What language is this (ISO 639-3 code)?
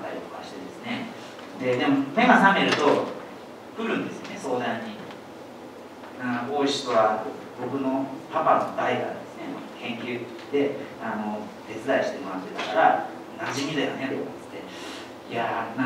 jpn